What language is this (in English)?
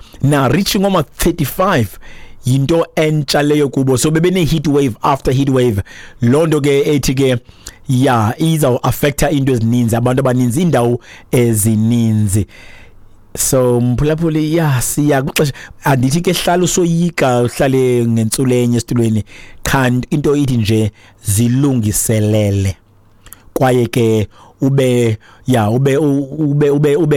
Xhosa